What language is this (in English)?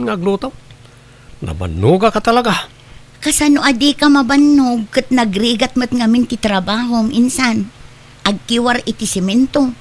Iloko